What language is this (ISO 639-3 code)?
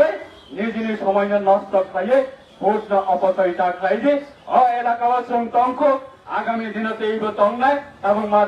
trp